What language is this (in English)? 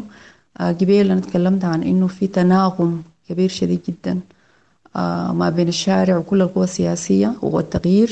Sudanese Arabic